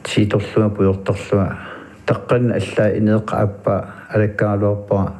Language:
Kalaallisut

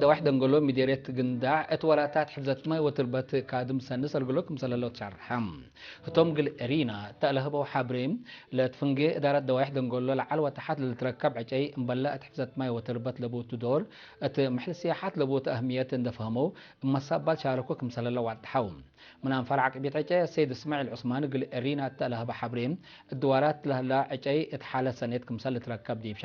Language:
Tigre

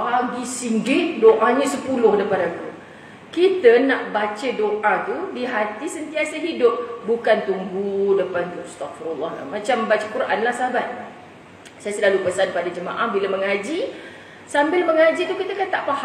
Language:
Malay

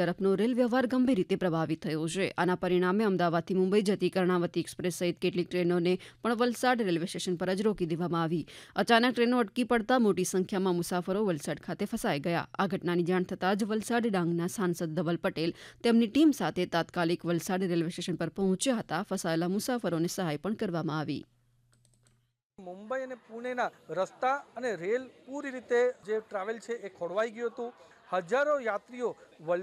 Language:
Gujarati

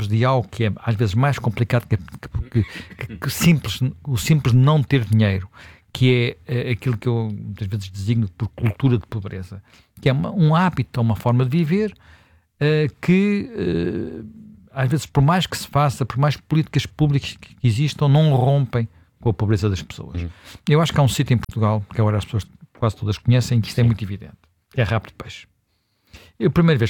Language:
Portuguese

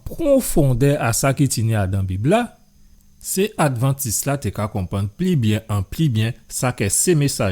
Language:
Guadeloupean Creole French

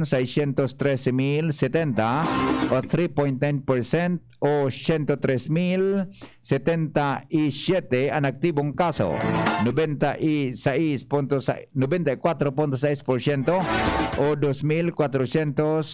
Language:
Bikol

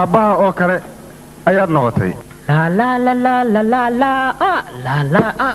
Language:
Somali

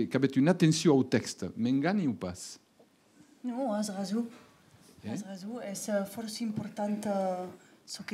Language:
Occitan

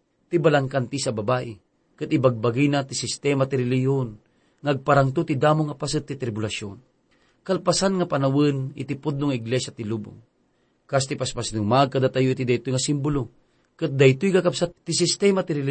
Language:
Iloko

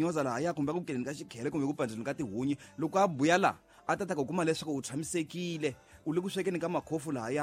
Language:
Tsonga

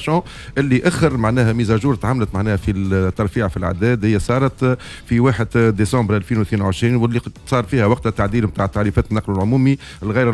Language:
Tunisian Arabic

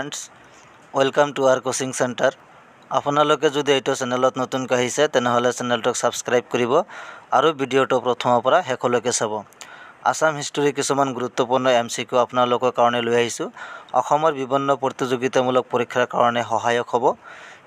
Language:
Assamese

